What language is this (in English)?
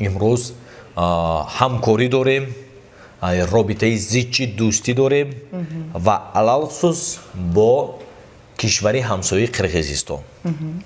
Tajik